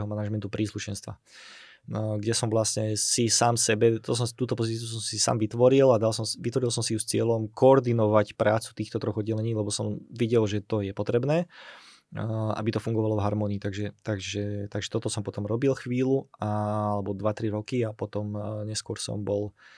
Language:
Slovak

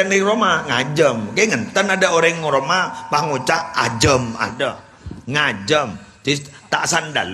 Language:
Madurese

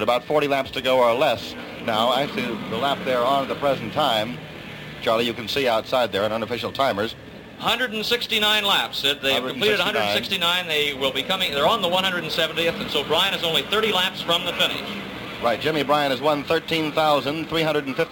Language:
English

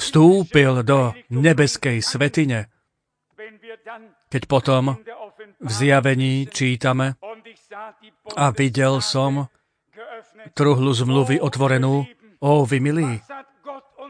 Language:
Slovak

